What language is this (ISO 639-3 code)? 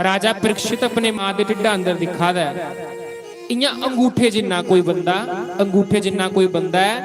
doi